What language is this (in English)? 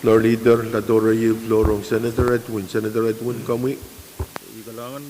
Pohnpeian